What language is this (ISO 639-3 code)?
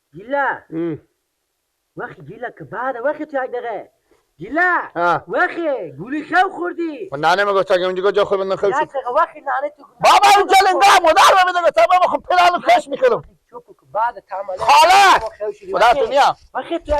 fas